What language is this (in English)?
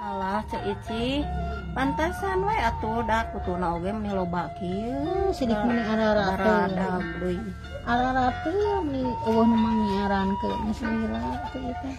Sundanese